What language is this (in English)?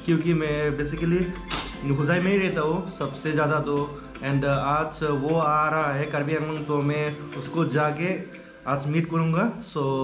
Hindi